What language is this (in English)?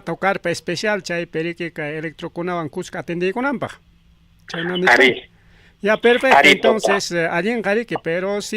Ayacucho Quechua